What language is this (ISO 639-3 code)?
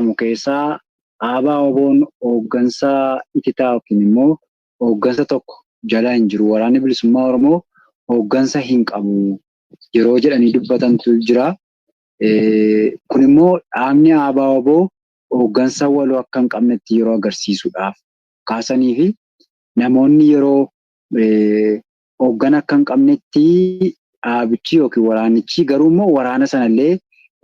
orm